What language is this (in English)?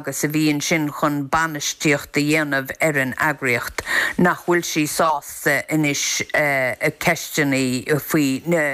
Irish